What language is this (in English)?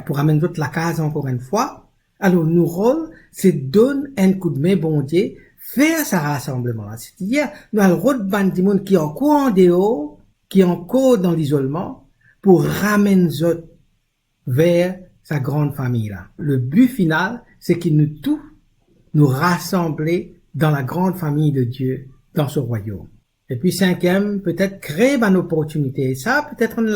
Morisyen